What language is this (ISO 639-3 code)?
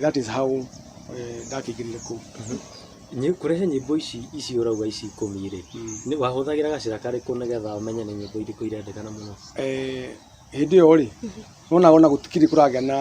kik